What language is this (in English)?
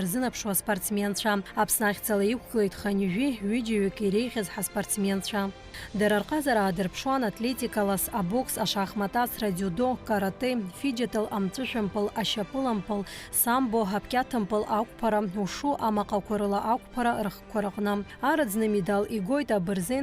Abkhazian